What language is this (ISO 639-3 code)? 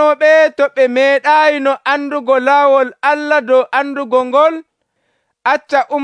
fuv